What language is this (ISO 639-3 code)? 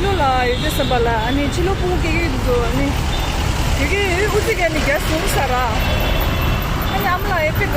bod